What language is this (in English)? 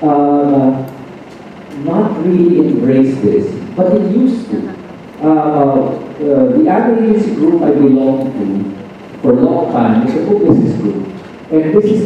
English